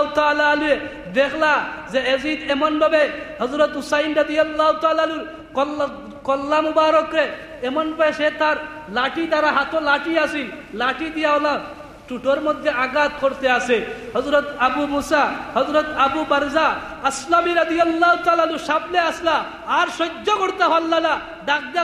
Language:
Sylheti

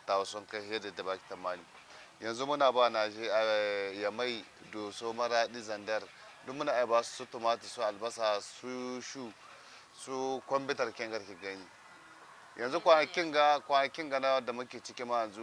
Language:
Hausa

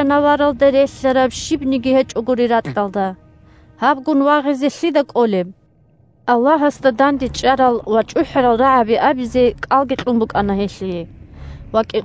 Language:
Avaric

